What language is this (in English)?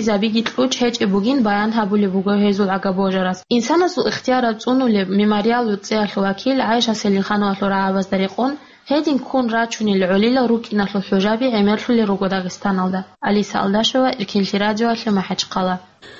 Avaric